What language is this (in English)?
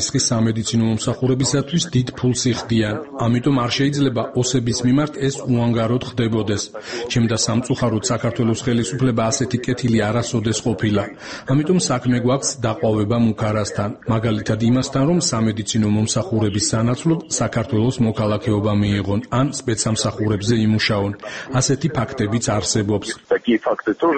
Georgian